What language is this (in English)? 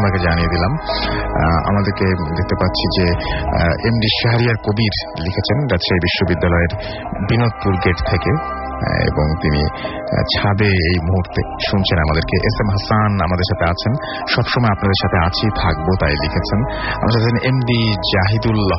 Bangla